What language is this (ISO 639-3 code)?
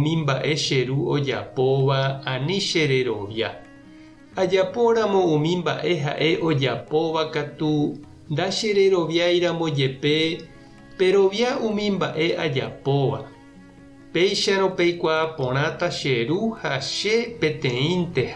grn